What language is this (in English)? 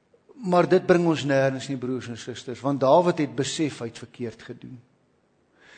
Afrikaans